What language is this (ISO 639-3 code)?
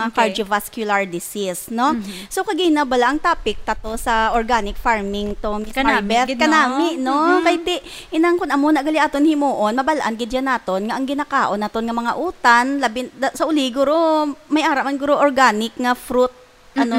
hil